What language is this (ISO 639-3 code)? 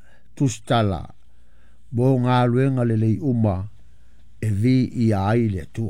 smo